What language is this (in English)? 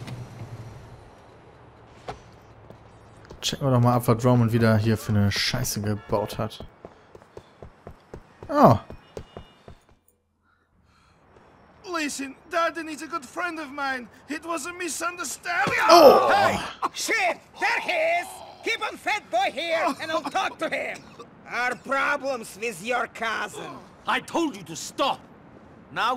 German